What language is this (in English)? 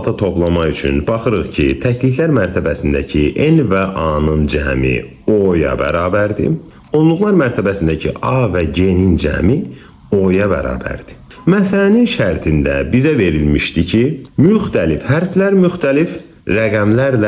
Azerbaijani